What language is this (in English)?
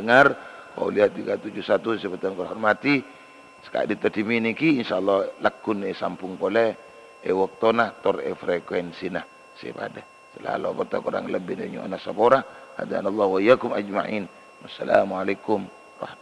Madurese